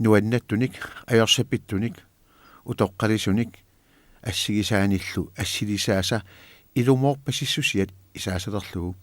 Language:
Kalaallisut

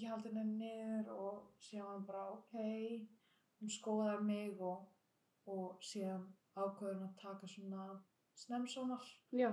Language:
Icelandic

